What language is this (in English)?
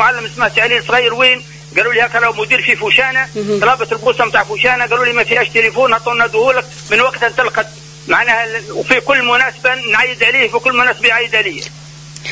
Tunisian Arabic